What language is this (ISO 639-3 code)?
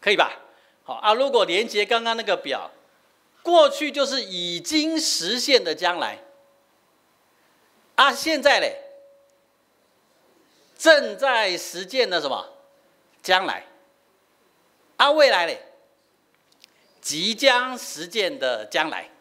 nan